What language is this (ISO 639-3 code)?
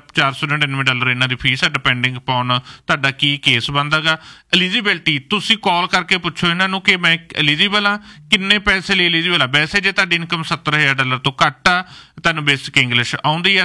pan